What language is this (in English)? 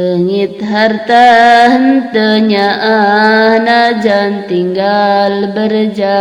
Sundanese